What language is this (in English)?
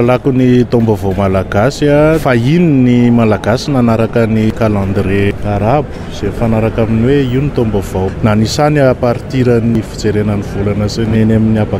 Malagasy